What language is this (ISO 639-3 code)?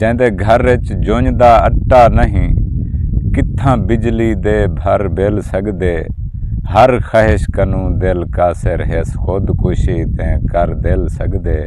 skr